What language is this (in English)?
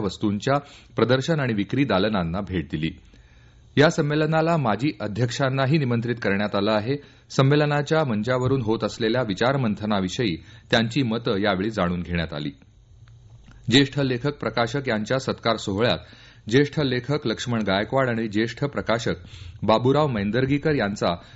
Marathi